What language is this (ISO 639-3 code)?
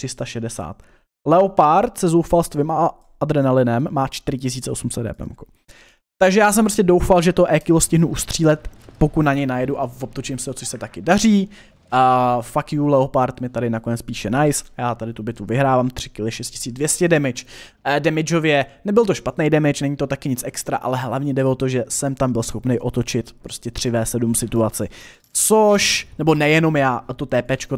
ces